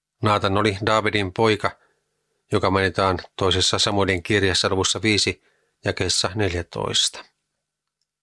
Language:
Finnish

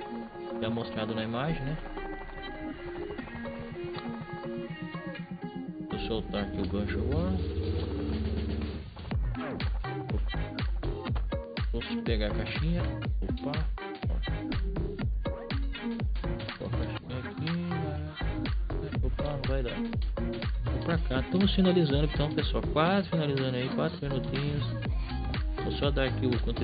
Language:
Portuguese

